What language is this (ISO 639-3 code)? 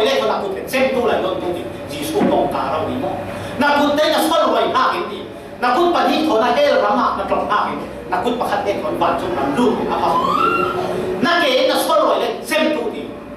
cfm